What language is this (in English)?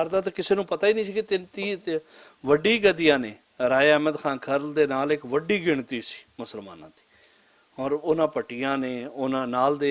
Western Panjabi